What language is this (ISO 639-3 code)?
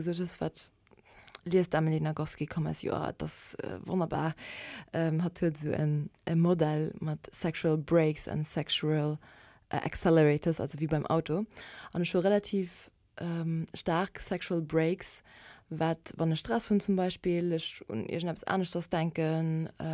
ltz